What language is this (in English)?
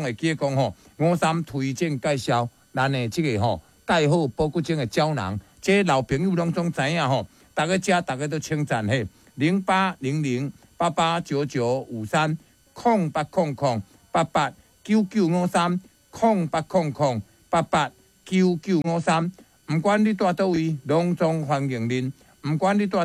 Min Nan Chinese